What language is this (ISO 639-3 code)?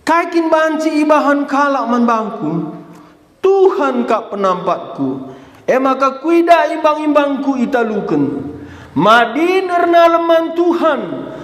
btx